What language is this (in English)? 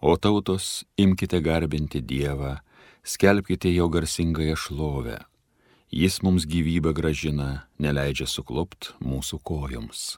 Lithuanian